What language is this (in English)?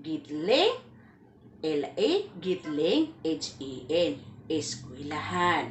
Maranao